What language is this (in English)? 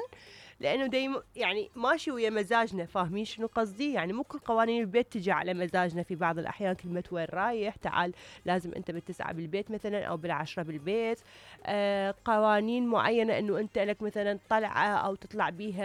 Mesopotamian Arabic